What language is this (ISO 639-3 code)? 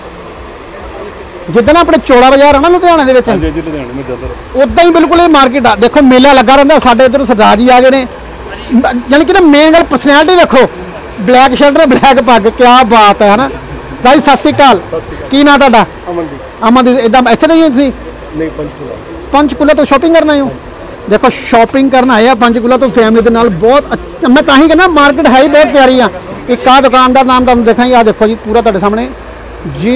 pan